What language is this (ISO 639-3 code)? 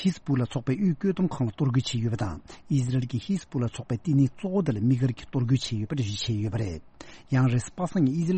bod